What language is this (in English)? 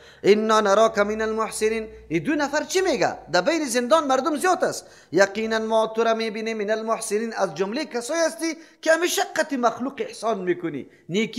Persian